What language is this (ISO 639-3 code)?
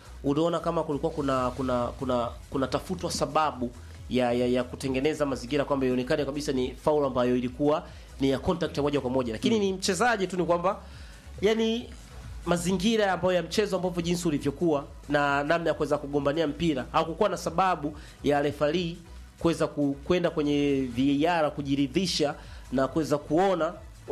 swa